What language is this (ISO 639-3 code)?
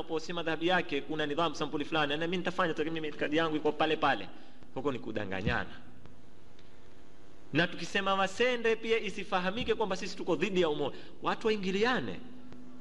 swa